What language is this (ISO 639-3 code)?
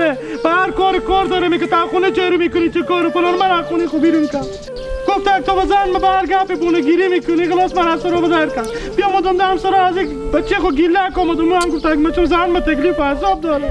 haz